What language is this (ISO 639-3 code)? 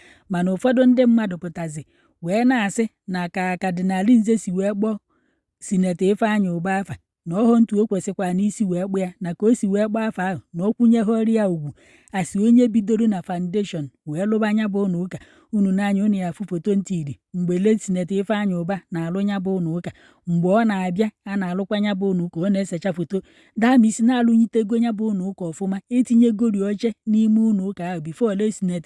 ibo